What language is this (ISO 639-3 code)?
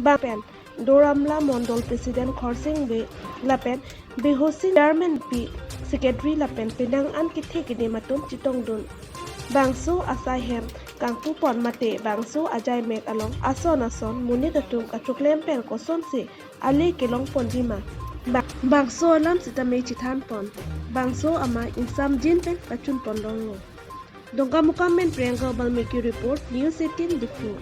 mjw